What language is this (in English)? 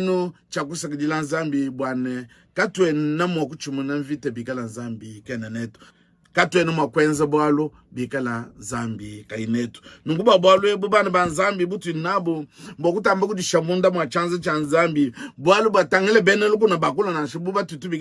Luba-Lulua